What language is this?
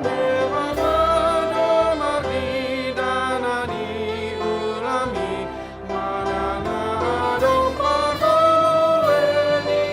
Batak Toba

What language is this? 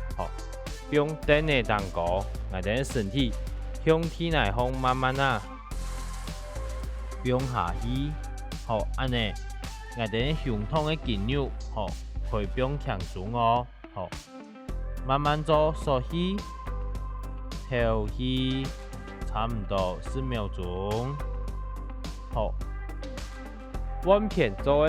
Hakka Chinese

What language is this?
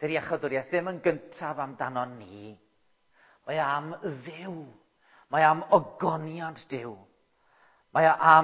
Welsh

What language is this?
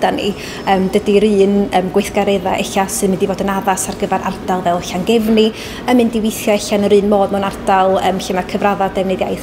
Welsh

